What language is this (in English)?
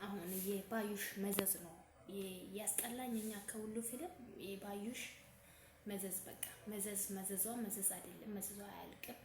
Amharic